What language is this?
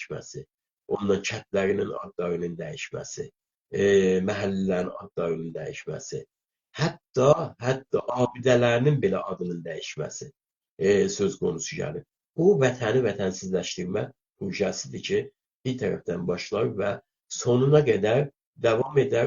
South Azerbaijani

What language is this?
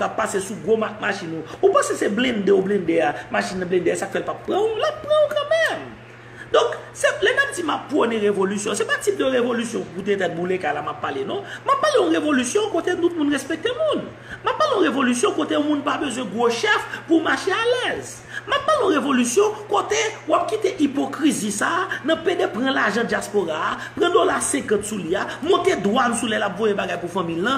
Haitian Creole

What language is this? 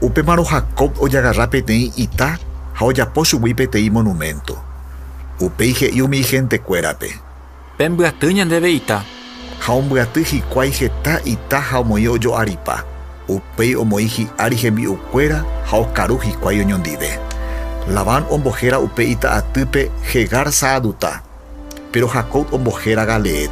Guarani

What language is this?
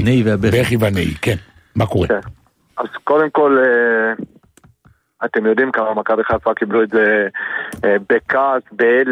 Hebrew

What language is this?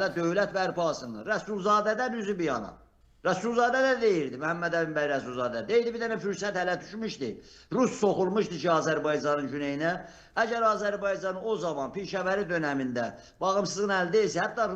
Azerbaijani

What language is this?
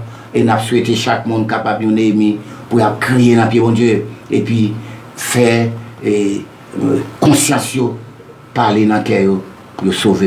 Haitian Creole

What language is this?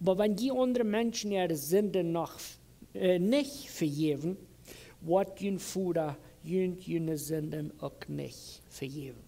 Plautdietsch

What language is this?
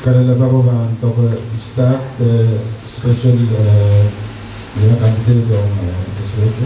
Pohnpeian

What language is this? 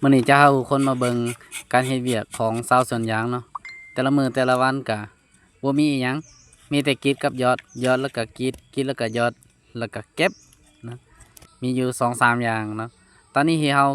Lao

